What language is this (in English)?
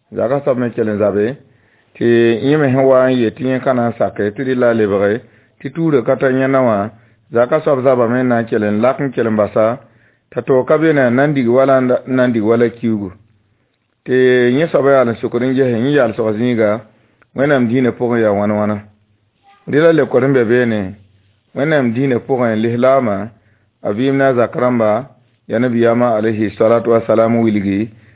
Mossi